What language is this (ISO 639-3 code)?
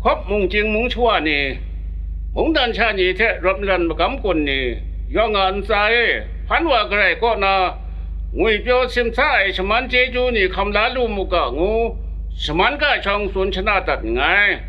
kac